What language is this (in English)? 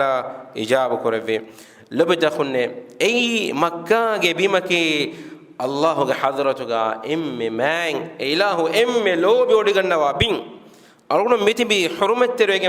Divehi